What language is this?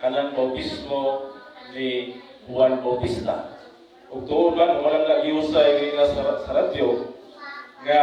Cebuano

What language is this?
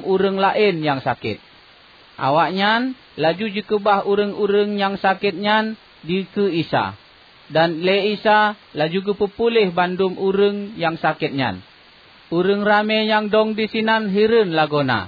Achinese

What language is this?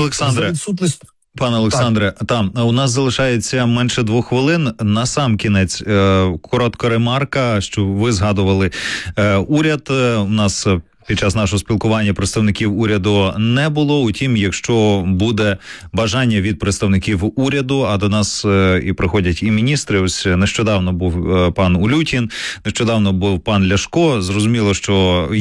Ukrainian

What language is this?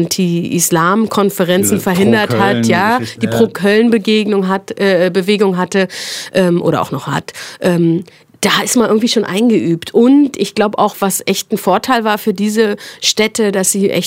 German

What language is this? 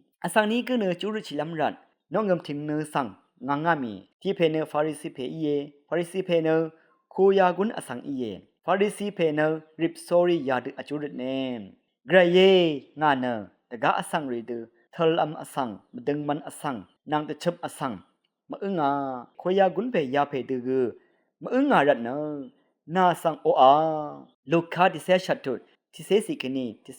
Rawang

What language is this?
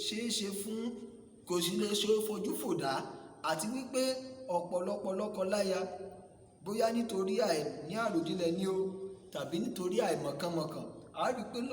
Yoruba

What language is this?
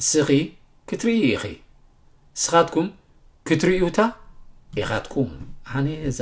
Tigrinya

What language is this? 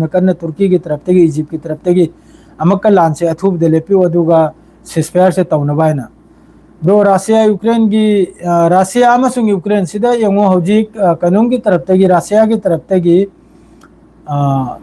Manipuri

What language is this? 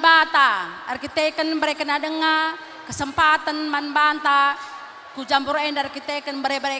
Batak Karo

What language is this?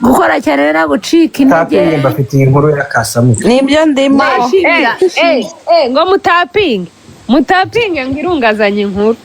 Kinyarwanda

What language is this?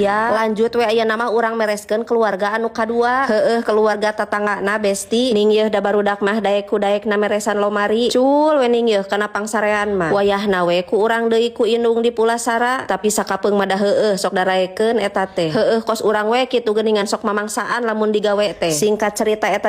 Sundanese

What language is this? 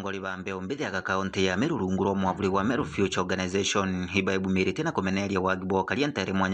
Meru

